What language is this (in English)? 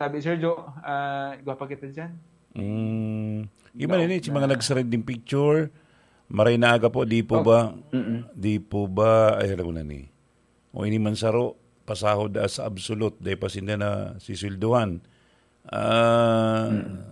Bikol